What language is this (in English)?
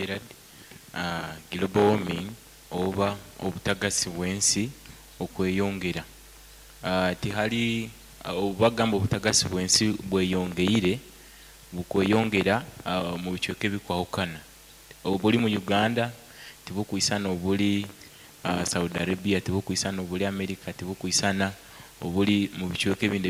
Nyoro